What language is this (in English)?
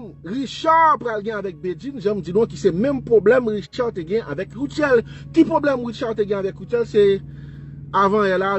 Haitian Creole